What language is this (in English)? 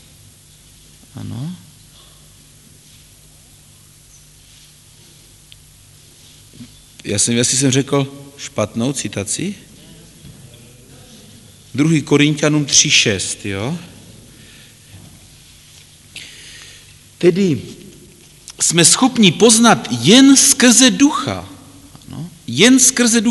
Czech